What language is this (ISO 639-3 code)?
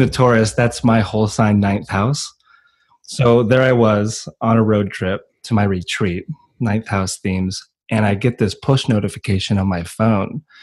eng